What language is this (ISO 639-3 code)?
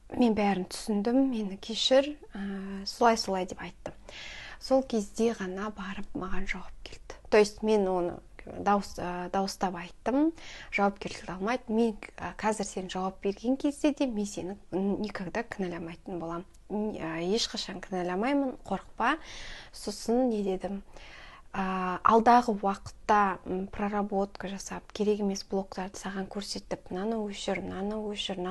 kaz